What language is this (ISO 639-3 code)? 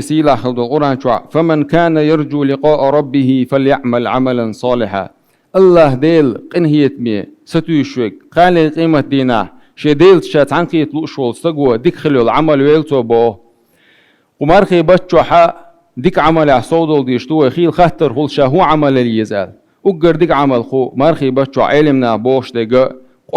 che